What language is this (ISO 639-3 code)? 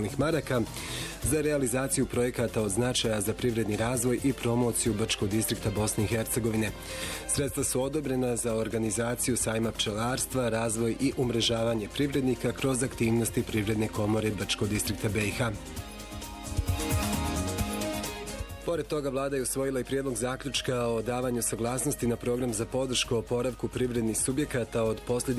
bos